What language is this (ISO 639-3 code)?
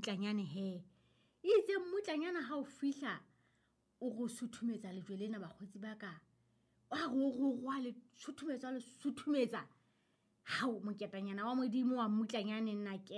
sot